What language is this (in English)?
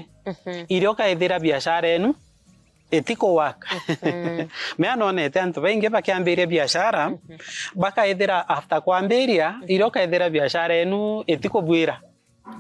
Meru